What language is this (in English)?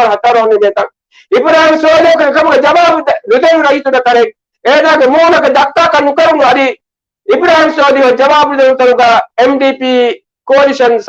Divehi